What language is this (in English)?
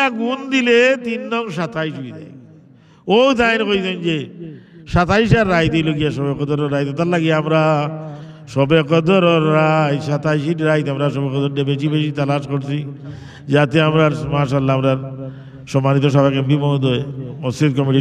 Sylheti